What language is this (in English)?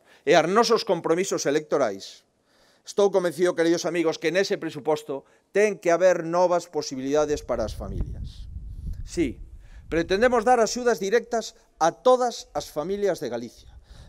Galician